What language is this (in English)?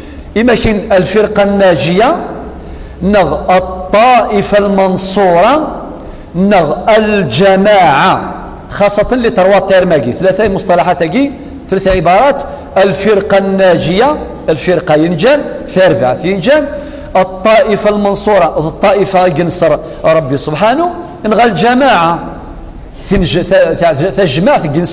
Kabyle